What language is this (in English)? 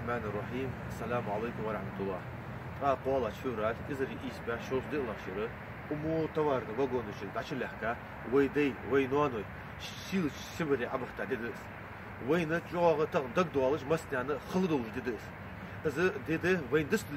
Ingush